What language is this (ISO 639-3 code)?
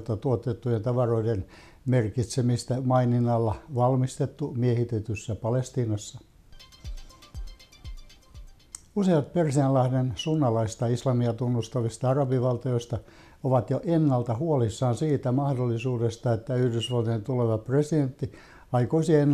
fin